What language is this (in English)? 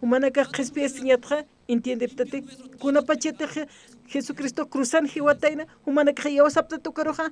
Aymara